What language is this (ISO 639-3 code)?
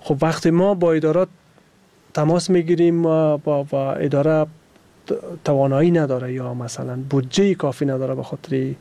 fas